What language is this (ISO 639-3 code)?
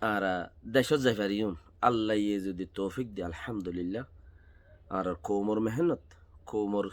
rhg